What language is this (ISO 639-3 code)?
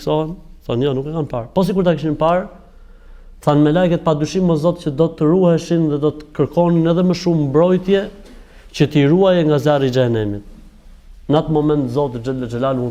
sqi